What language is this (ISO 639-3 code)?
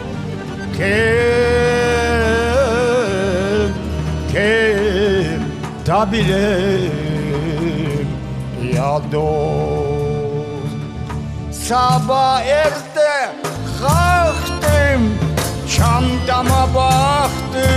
crh